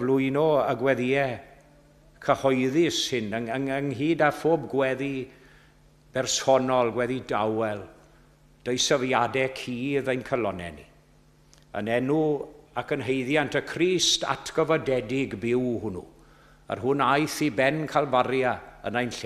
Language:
Welsh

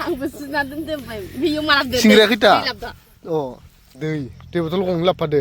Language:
Bodo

